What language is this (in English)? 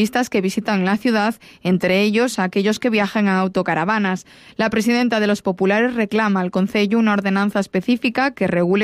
Spanish